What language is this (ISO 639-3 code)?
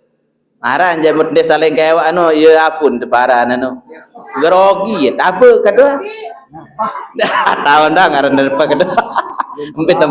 sas